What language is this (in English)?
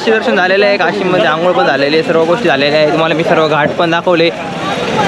Marathi